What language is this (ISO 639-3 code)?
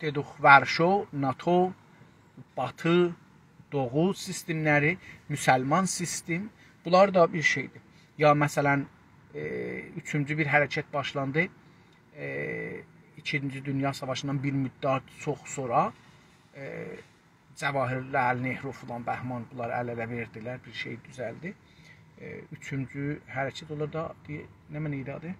azb